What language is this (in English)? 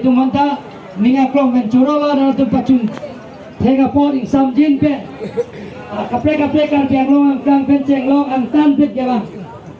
Karbi